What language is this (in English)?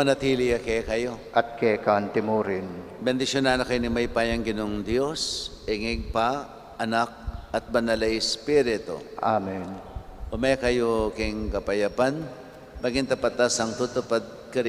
Pampanga